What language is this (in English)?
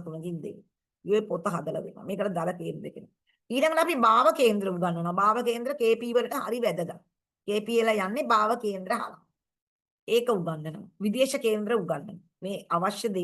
Sinhala